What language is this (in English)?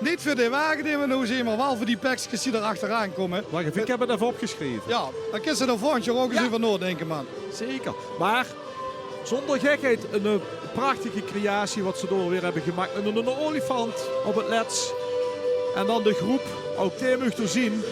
Limburgish